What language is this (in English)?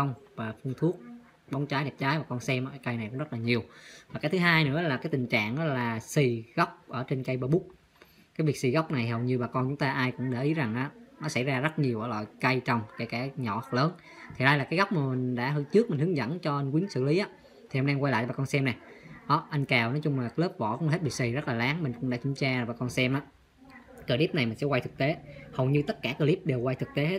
Vietnamese